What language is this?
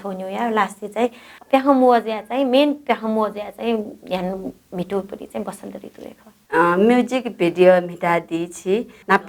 Newari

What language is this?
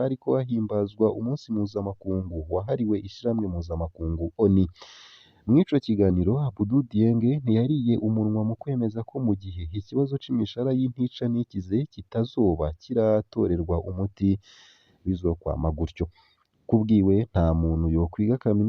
Rundi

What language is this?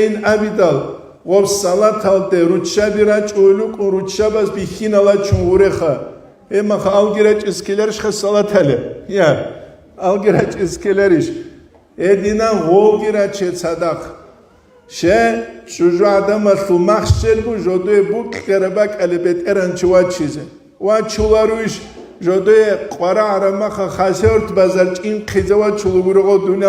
Avaric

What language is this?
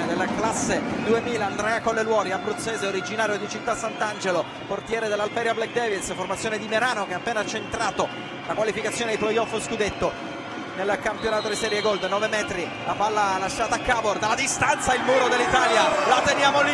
Italian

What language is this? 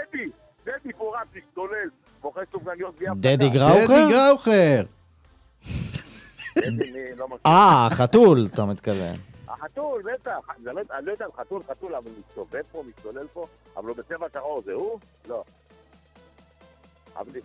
Hebrew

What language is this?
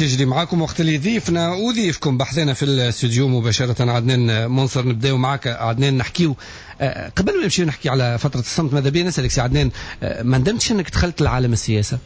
Tunisian Arabic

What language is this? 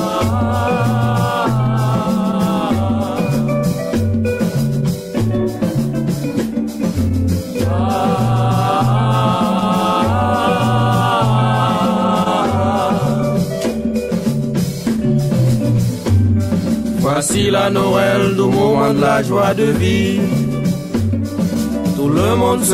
Haitian Creole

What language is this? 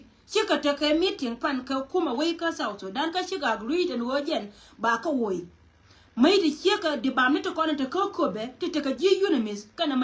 Nuer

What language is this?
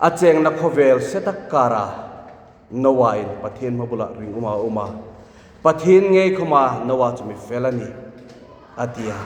Hmar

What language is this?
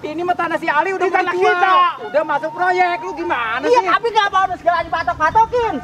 Betawi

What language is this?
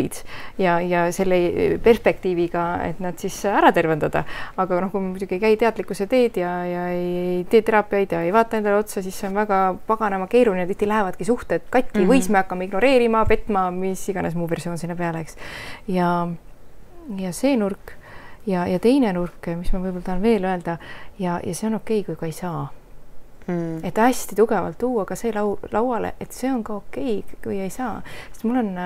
Estonian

